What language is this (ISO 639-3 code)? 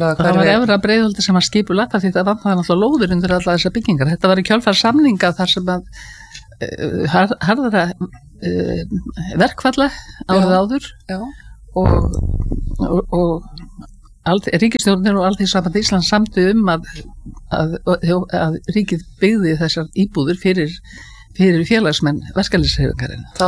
isl